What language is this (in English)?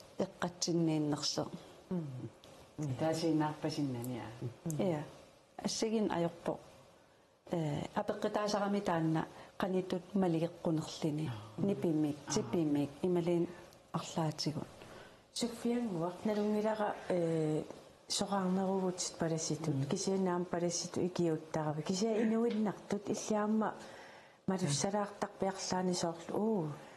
Kalaallisut